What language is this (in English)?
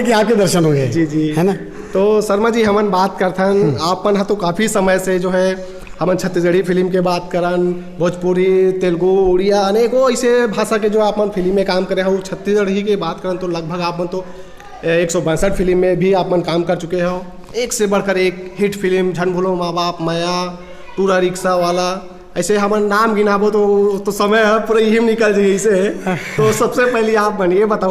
Chhattisgarhi